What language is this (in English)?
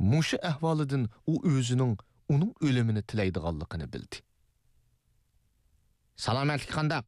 Uyghur